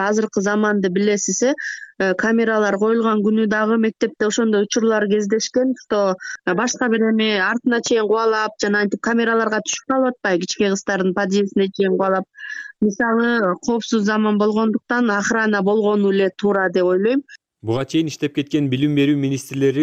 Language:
Kyrgyz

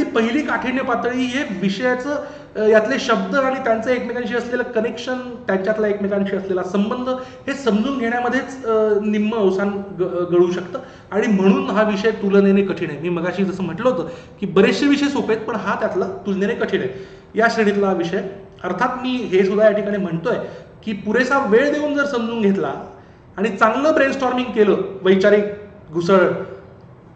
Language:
Marathi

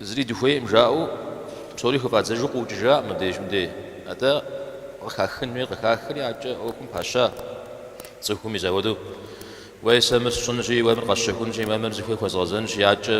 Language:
Kabardian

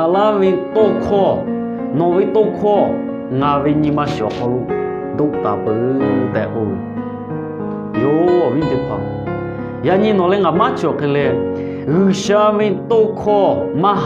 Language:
Lahu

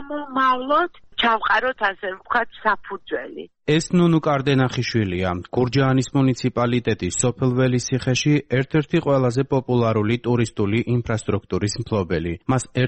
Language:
Georgian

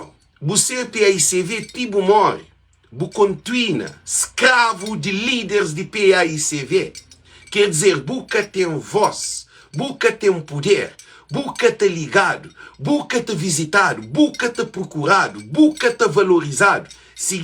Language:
Kabuverdianu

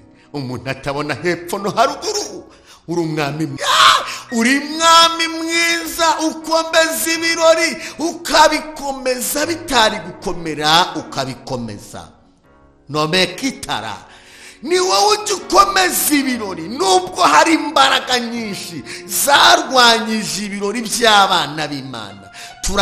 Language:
Kinyarwanda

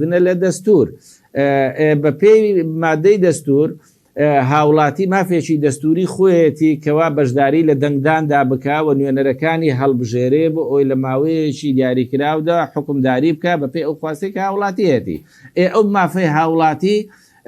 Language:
Central Kurdish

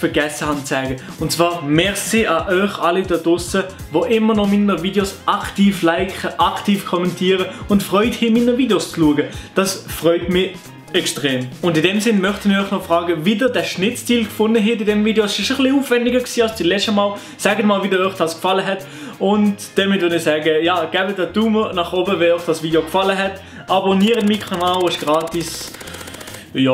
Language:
Swiss German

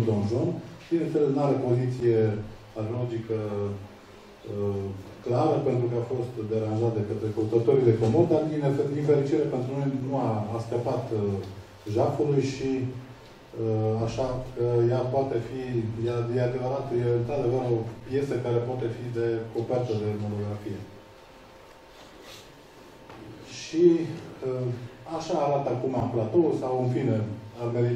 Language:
Romanian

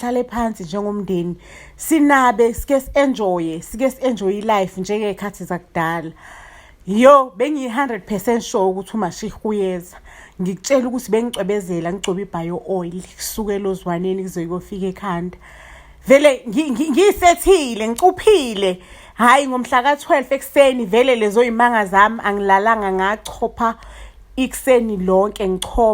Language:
Zulu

